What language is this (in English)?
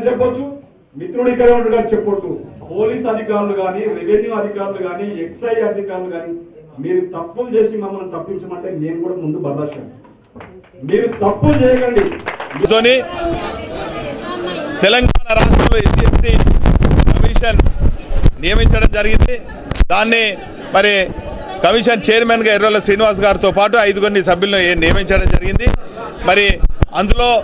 Telugu